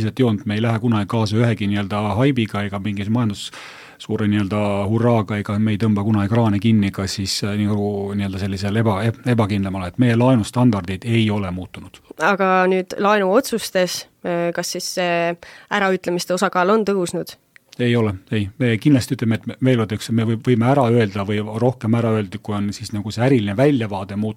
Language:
Estonian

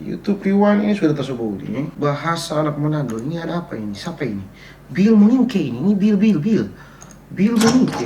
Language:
Manado Malay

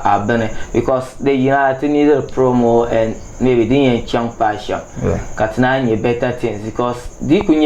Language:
Dagbani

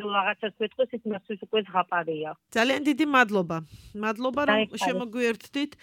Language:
Georgian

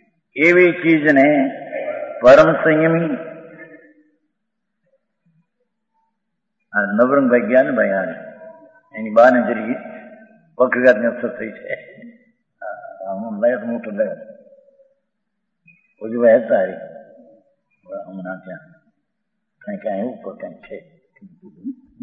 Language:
Gujarati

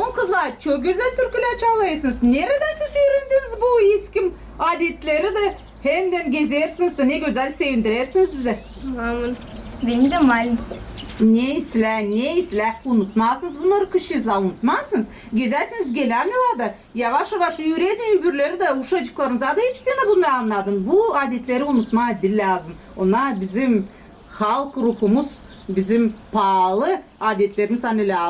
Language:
Gagauz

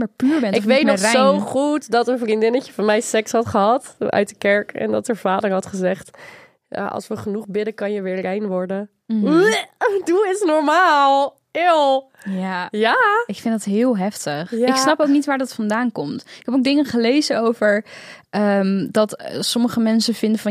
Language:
Dutch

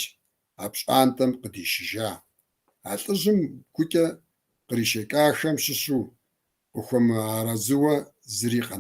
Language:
Kabardian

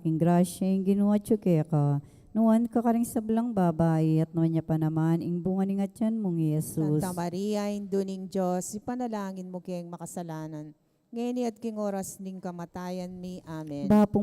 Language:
Pampanga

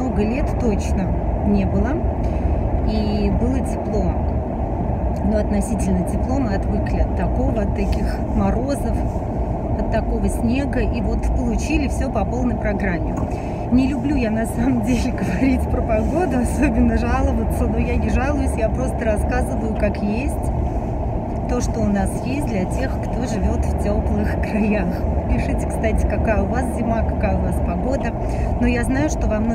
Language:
Russian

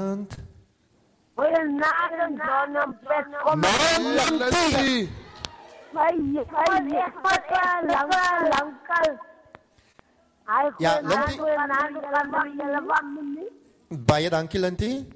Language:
Afrikaans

